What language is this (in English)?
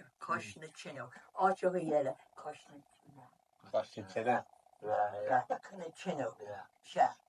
Irish